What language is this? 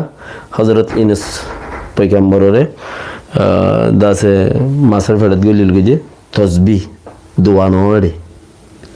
Rohingya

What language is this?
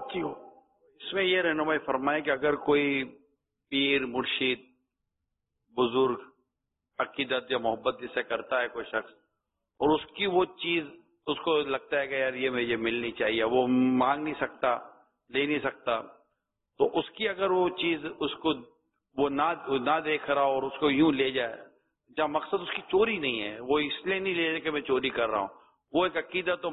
Urdu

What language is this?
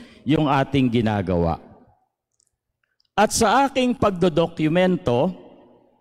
Filipino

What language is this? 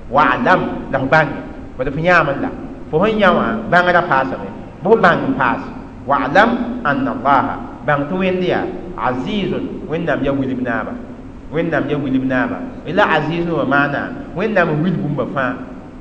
Mossi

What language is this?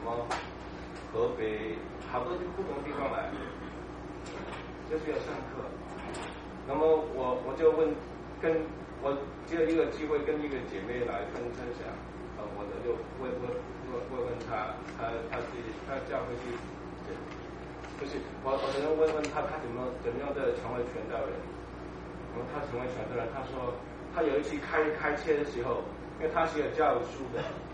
Chinese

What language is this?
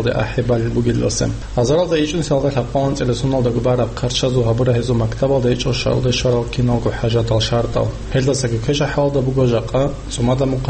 Avaric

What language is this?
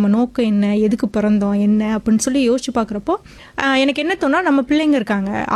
Tamil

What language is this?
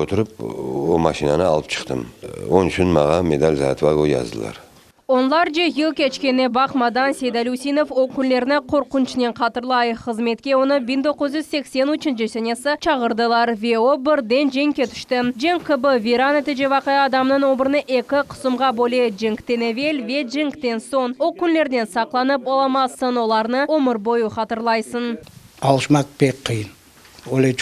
Crimean Tatar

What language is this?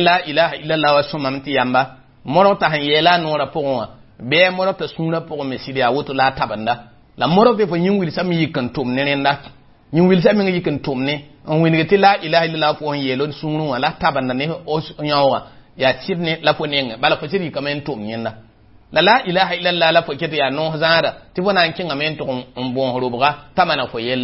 Mossi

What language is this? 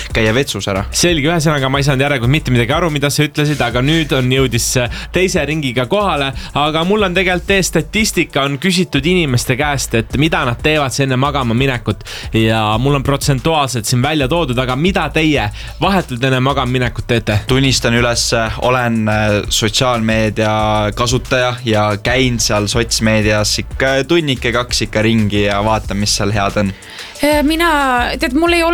Estonian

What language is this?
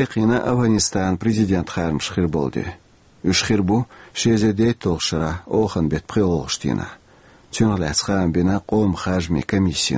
Chechen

